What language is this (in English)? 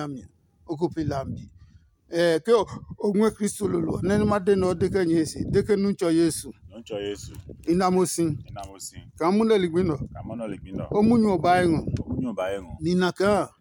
Adangme